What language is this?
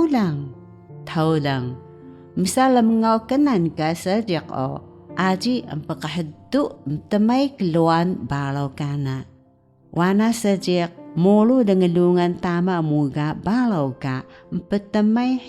Taroko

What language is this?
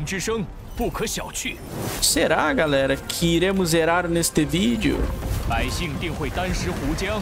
Portuguese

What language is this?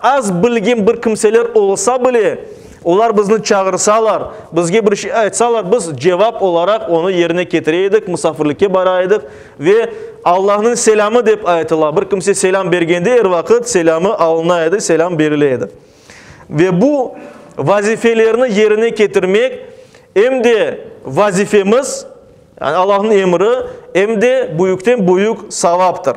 Crimean Tatar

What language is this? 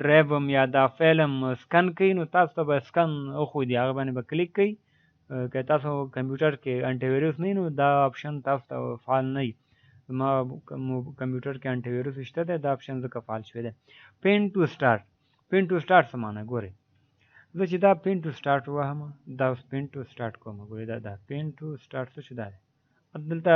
Pashto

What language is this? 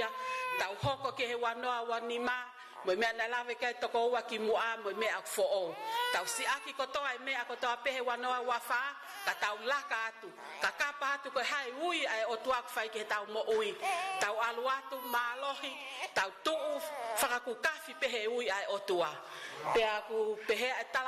Tongan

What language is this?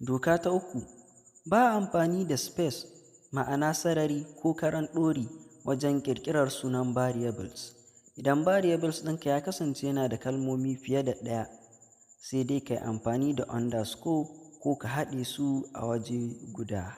Hausa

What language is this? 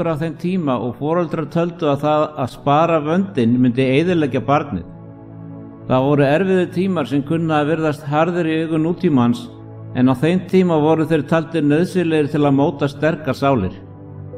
Icelandic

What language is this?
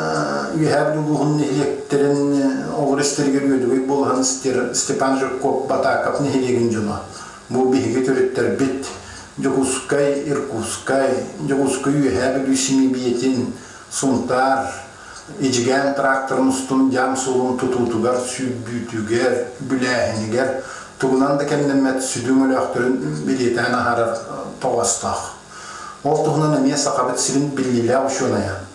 Yakut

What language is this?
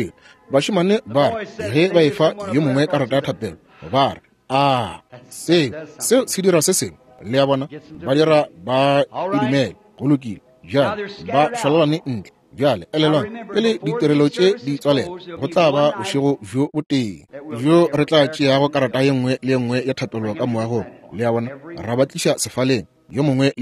Northern Sotho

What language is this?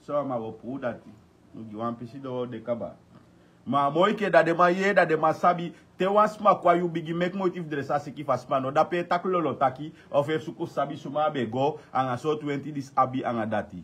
Sranan Tongo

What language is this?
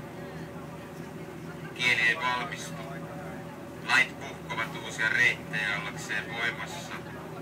Finnish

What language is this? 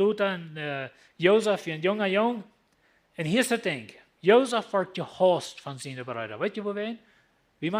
Plautdietsch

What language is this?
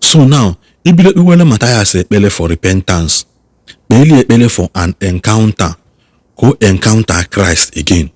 Igbo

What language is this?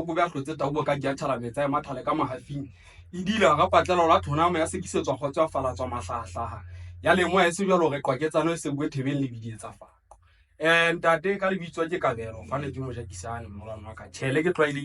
Southern Sotho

